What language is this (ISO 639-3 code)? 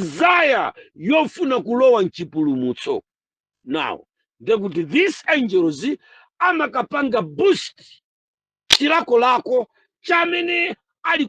nya